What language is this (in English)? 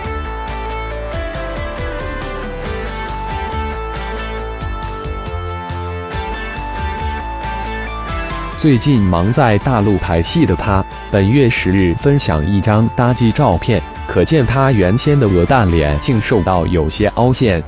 Chinese